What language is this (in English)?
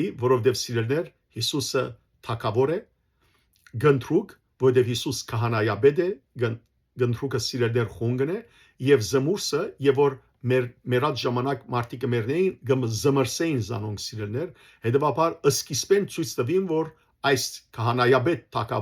Western Armenian